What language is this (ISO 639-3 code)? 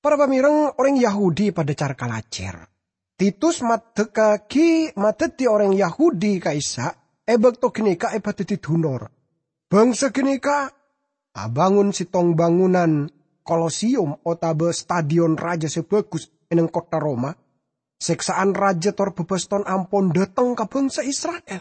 mad